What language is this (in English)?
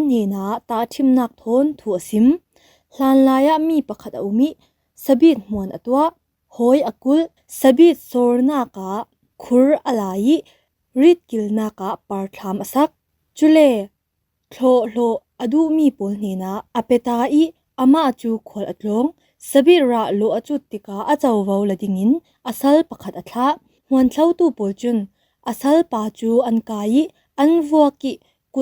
Falam Chin